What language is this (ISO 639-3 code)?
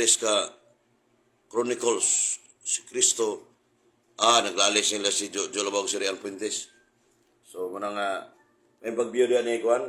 ceb